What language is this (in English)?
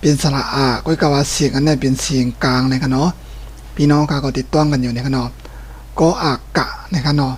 Shan